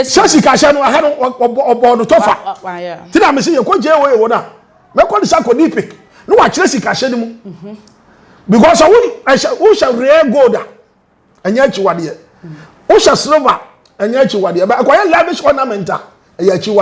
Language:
Akan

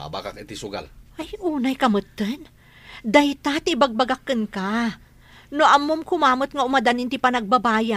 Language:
Iloko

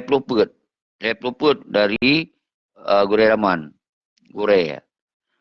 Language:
Achinese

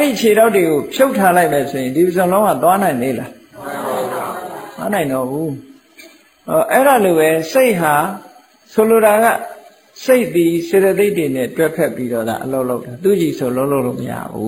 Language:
Burmese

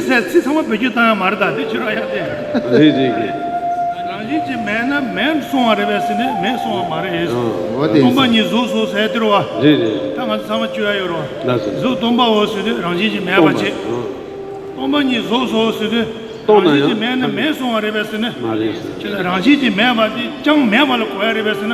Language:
Tibetan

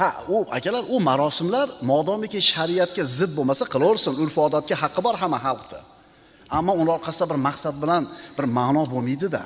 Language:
Uzbek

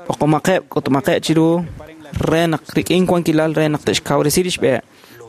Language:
Kekchí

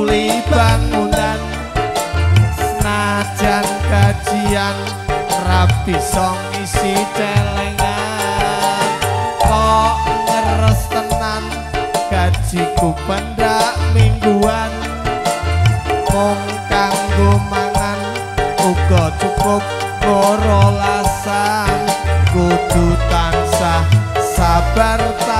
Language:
Javanese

